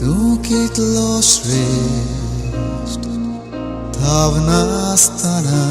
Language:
Konkani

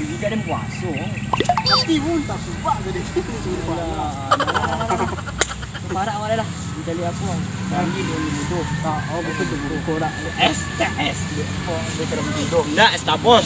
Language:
Minangkabau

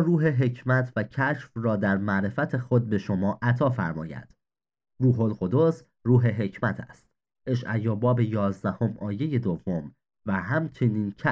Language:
Persian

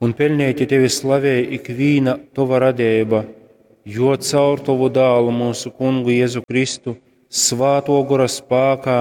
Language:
Latgalian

